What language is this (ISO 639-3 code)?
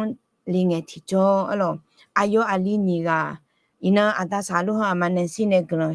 ahk